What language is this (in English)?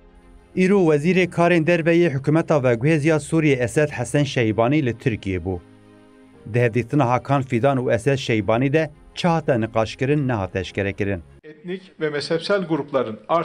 Kurdish